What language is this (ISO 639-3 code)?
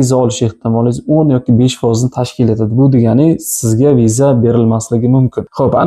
uzb